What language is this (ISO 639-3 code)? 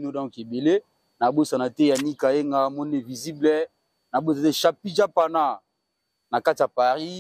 lin